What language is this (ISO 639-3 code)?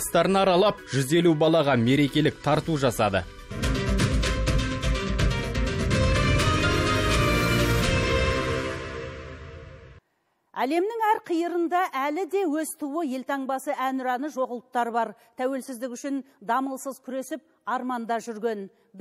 kaz